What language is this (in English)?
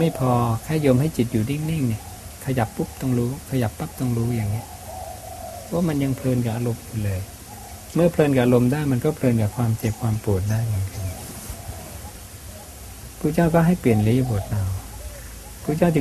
Thai